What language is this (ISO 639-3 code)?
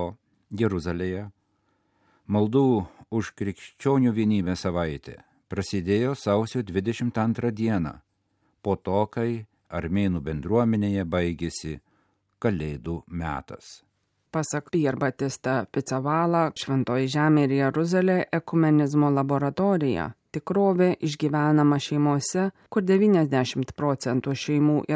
lit